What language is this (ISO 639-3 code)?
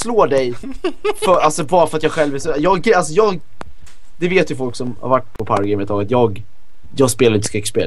swe